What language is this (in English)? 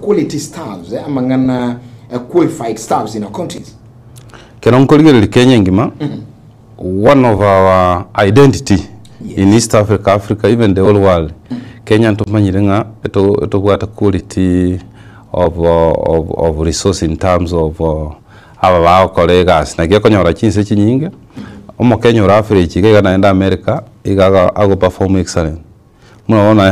Gusii